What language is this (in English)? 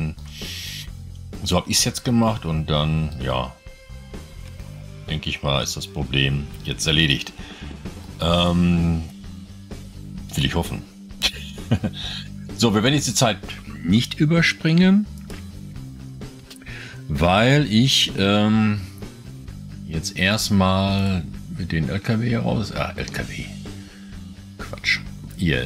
German